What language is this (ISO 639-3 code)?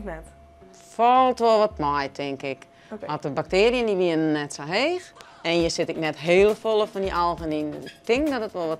fry